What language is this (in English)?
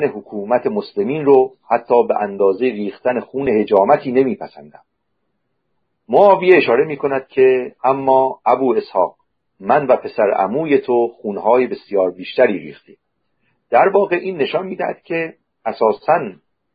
Persian